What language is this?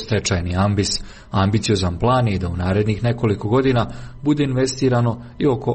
Croatian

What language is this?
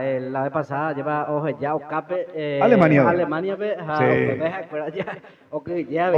Guarani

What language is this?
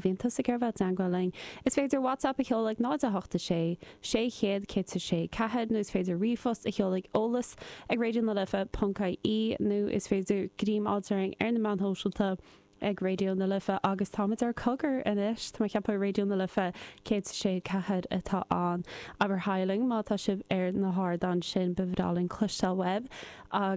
Irish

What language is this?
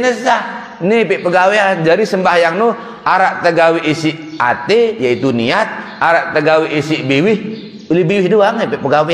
Sasak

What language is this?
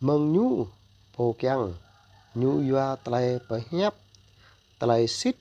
Jarai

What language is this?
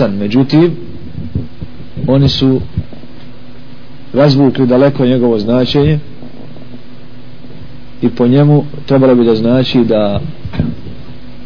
Bosnian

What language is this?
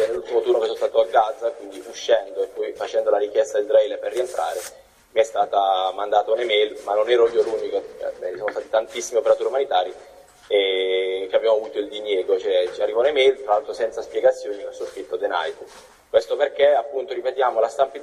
Italian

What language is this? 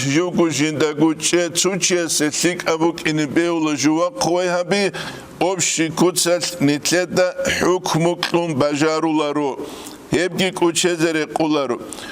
Avaric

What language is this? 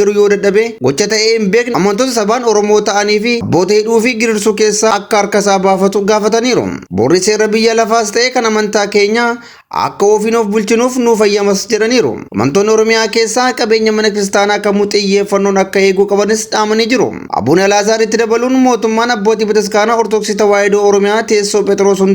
Oromo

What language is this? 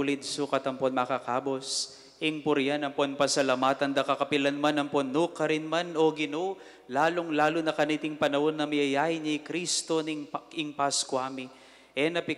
Pampanga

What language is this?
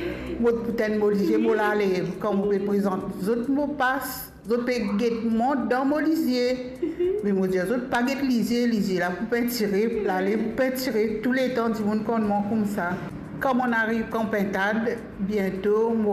Morisyen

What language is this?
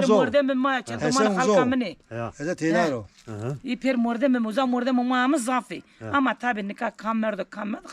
Zaza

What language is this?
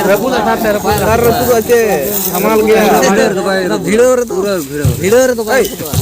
Santali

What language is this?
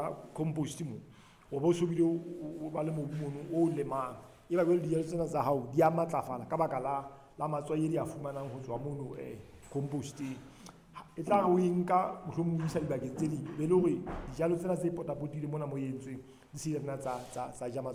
Southern Sotho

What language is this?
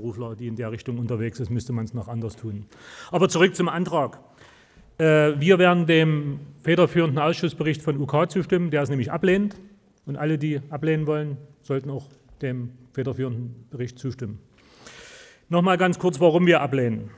German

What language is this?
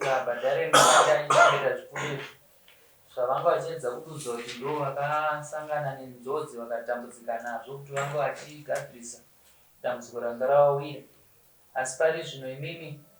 Shona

